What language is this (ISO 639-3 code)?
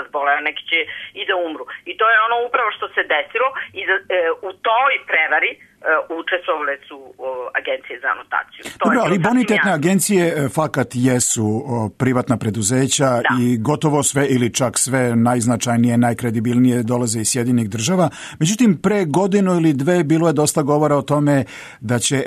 srp